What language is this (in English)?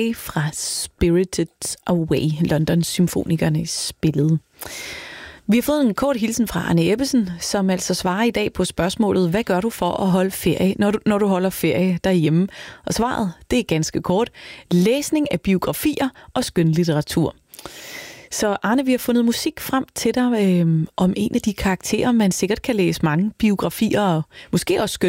Danish